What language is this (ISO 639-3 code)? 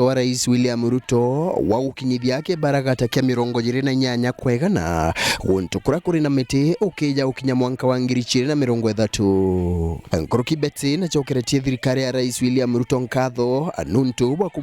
mer